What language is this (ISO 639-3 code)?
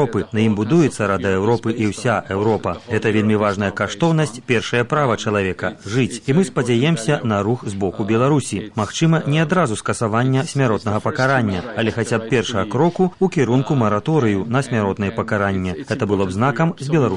bel